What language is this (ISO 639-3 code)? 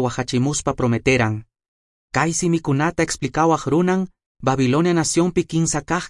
que